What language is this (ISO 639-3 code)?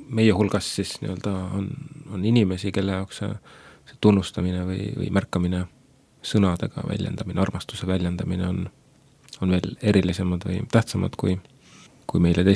est